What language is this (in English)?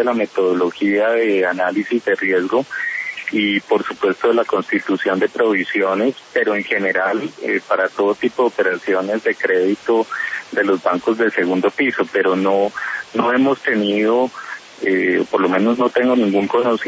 Spanish